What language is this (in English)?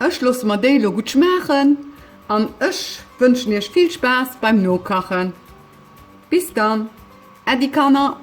Luxembourgish